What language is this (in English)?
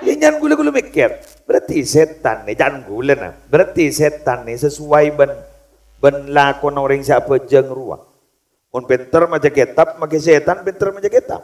Madurese